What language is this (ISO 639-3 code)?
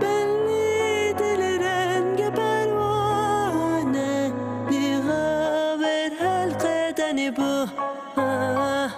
kur